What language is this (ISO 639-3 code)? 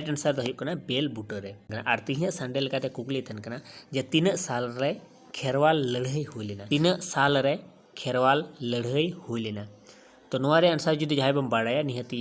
sat